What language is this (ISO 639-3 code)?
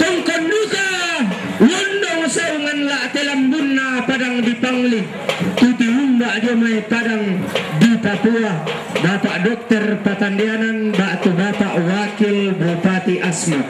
sda